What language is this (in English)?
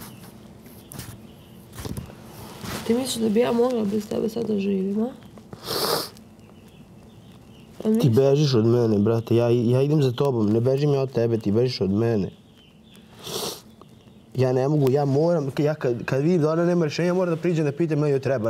Serbian